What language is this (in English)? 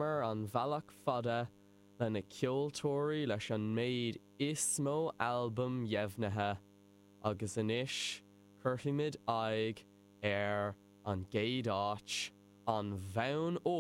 Irish